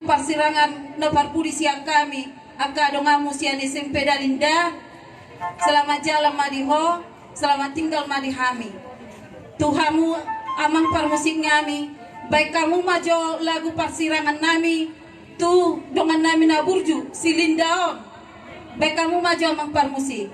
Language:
Batak Toba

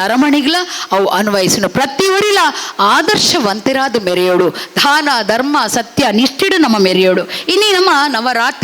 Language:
Tulu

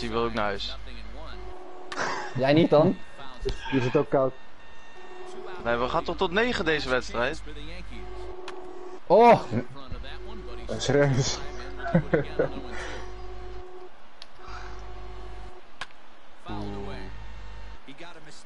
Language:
Dutch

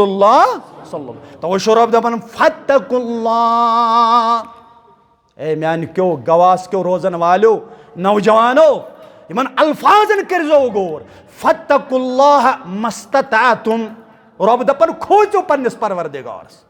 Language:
Kashmiri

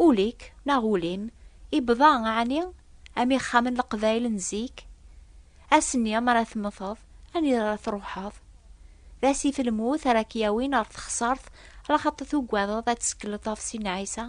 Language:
Kabyle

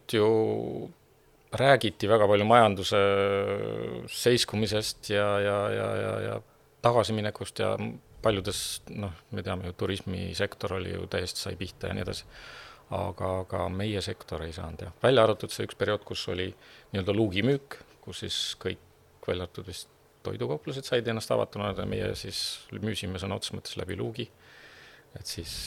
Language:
Estonian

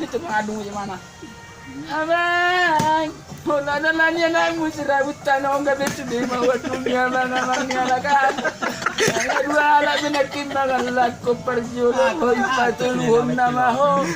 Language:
Batak Toba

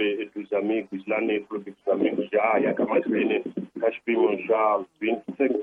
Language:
Tsonga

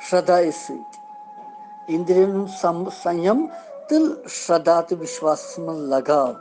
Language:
Kashmiri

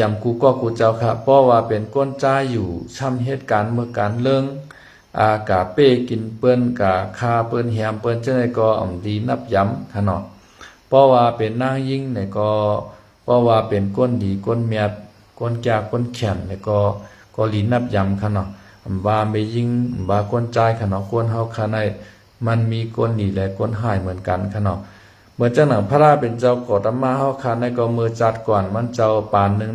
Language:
Shan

